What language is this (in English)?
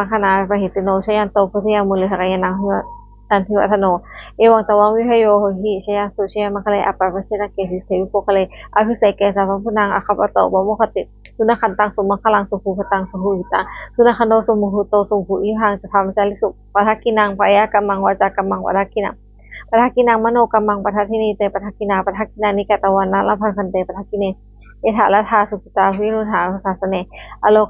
Pali